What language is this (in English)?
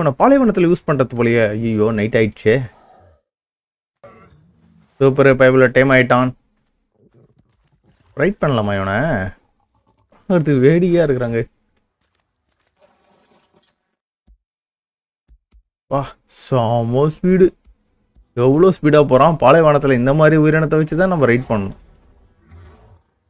Tamil